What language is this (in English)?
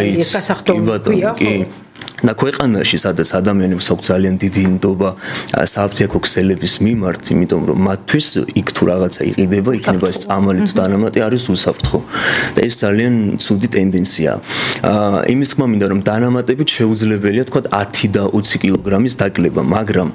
Georgian